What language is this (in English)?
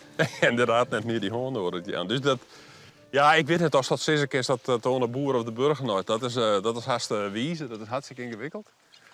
Western Frisian